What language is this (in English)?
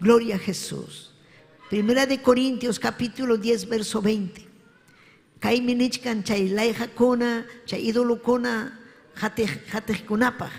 Ayacucho Quechua